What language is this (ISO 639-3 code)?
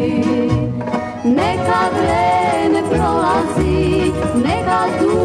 srp